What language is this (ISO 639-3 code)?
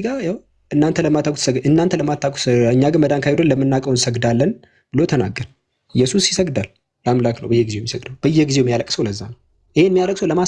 amh